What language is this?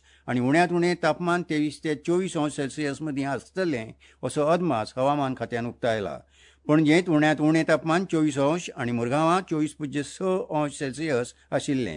Konkani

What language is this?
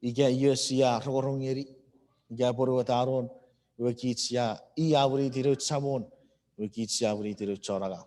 Chuukese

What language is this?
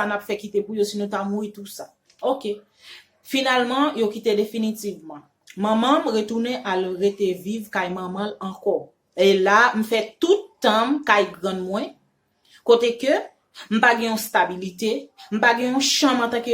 Haitian Creole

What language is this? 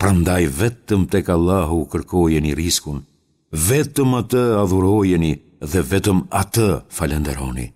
Albanian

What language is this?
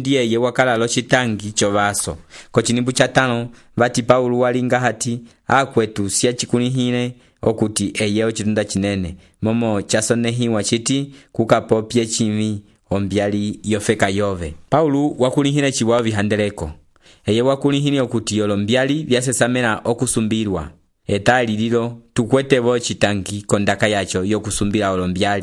Umbundu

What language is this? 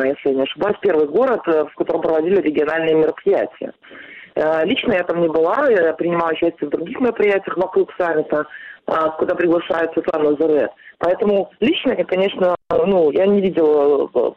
Russian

